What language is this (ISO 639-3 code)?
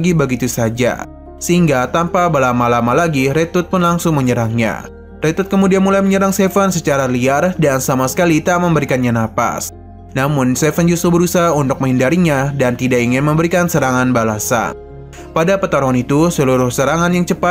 ind